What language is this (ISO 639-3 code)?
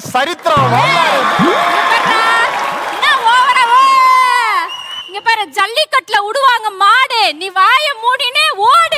tam